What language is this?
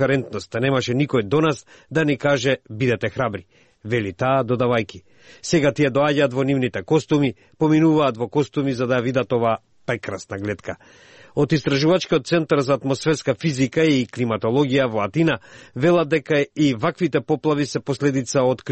Macedonian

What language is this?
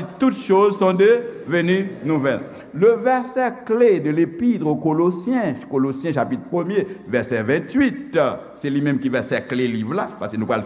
Haitian Creole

